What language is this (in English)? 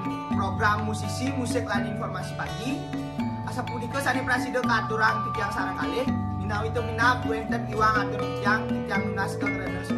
Balinese